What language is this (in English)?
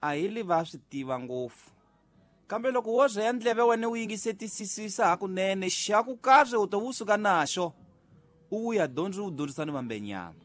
Tsonga